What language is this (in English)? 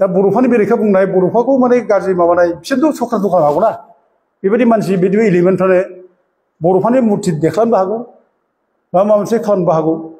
Bodo